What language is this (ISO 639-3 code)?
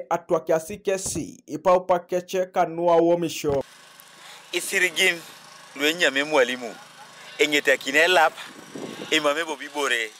teo